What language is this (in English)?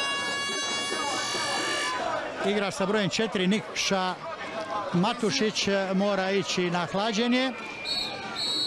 Croatian